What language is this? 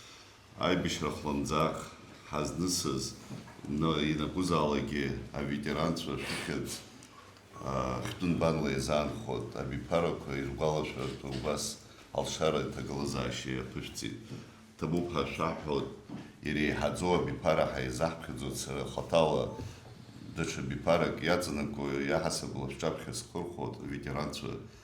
Abkhazian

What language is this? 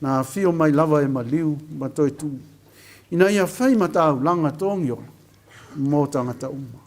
Samoan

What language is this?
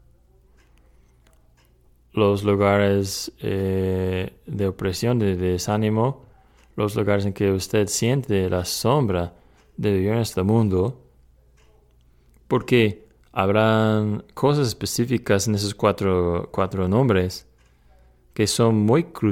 Spanish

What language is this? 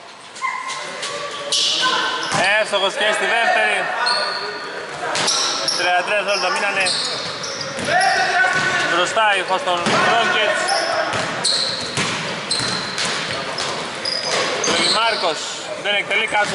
Greek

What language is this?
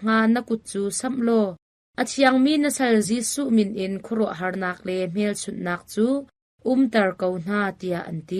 Hakha Chin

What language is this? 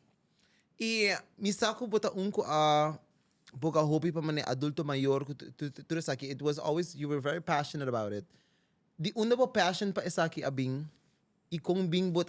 Papiamento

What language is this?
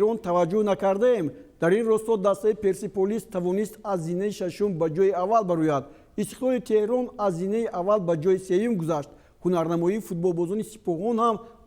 Tajik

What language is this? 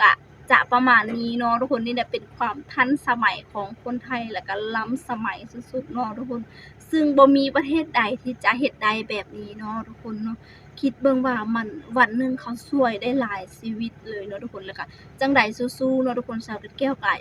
Lao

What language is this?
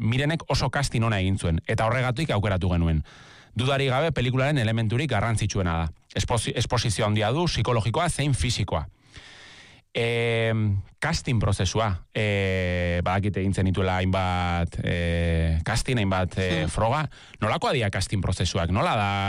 Basque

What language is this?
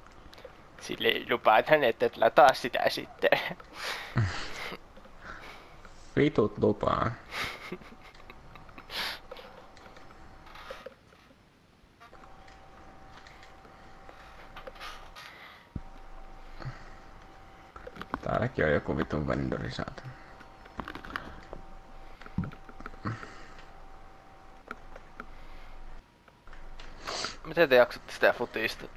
Finnish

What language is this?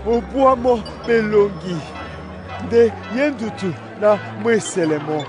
Duala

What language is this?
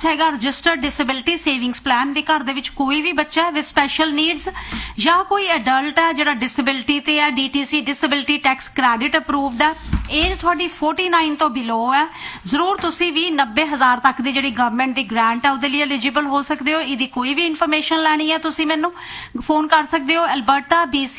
Punjabi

